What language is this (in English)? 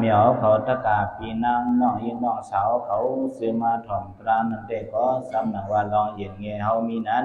Shan